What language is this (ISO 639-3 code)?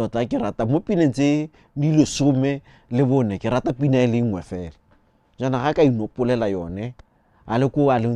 tsn